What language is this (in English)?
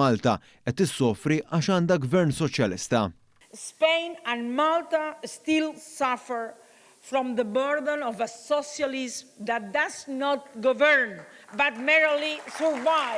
Maltese